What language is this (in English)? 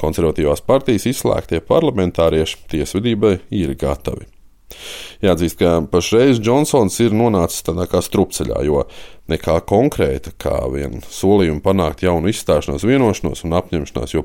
Latvian